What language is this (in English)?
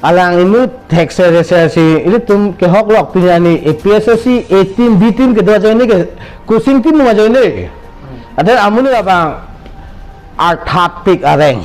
Karbi